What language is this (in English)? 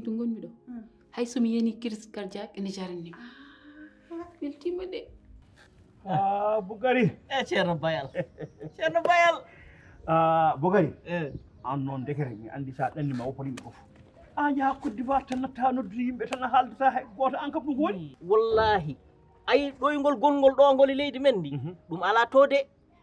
Fula